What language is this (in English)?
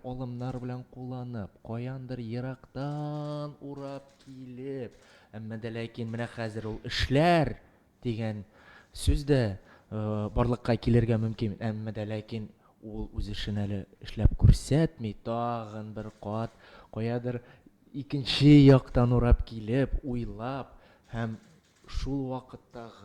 Tatar